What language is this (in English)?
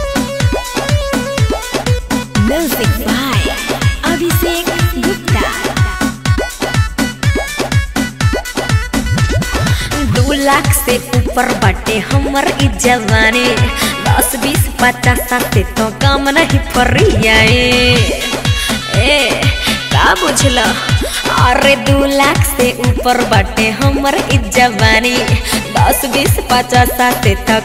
Bhojpuri